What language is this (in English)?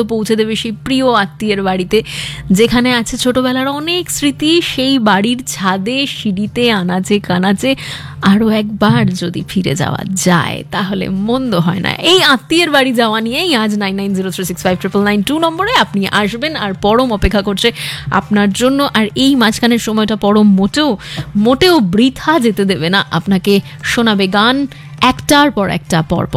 Bangla